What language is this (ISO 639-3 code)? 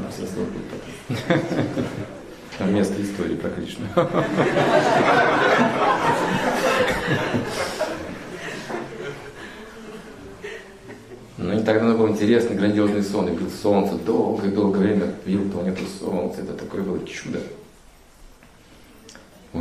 rus